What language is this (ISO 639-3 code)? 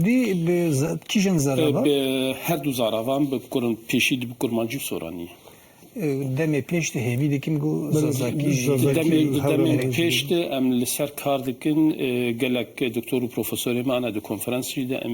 kur